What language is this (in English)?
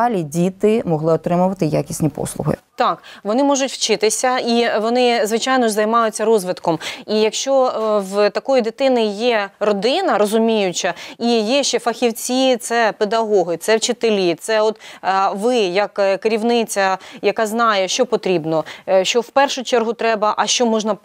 Ukrainian